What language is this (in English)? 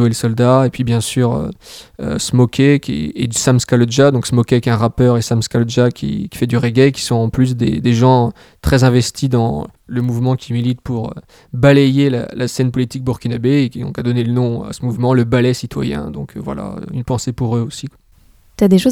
French